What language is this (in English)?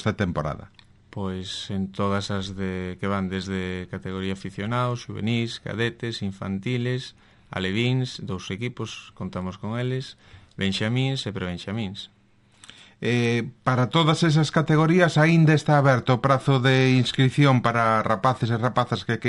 Galician